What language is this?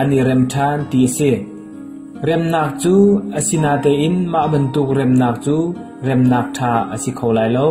Hakha Chin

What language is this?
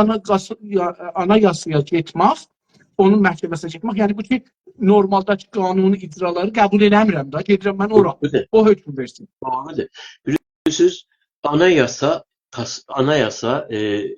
South Azerbaijani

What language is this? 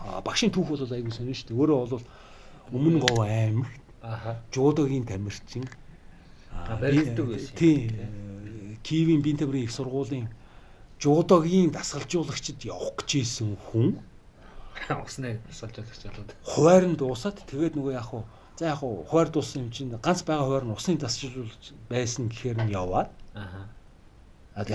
Mongolian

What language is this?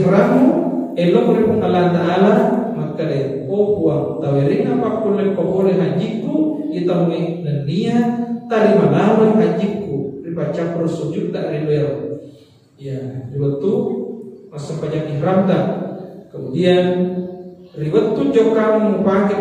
Buginese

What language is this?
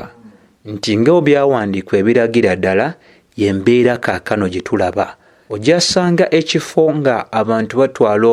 Ganda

